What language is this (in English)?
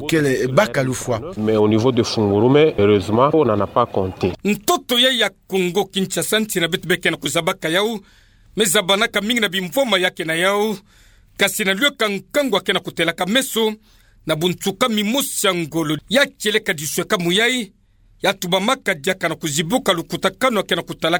Kituba (Democratic Republic of Congo)